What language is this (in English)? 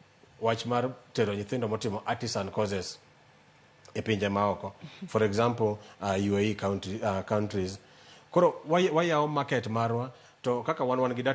Luo (Kenya and Tanzania)